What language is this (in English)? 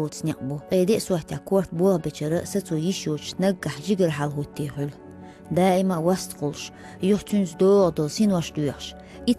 Chechen